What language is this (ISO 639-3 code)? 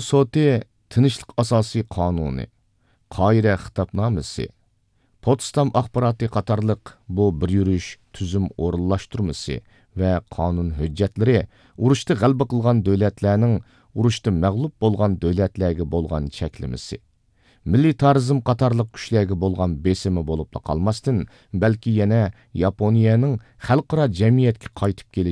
uig